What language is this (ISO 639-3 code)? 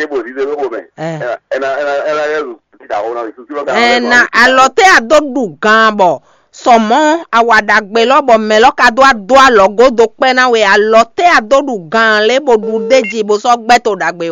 fon